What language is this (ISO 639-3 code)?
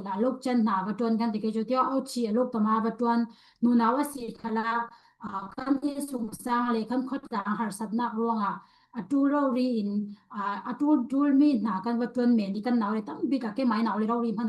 cfm